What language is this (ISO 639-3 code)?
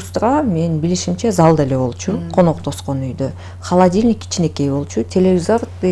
kir